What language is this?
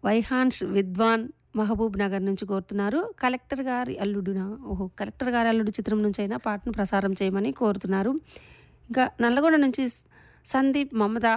Telugu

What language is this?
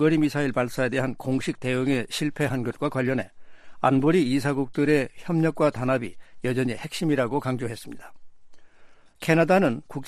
Korean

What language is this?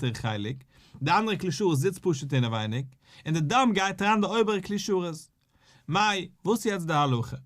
Yiddish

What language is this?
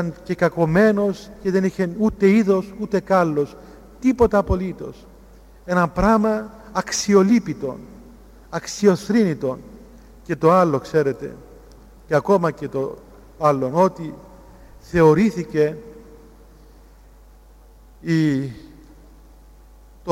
Greek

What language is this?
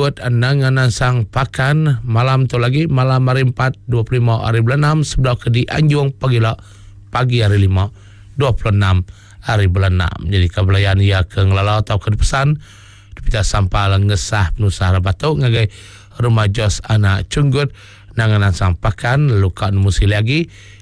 Iban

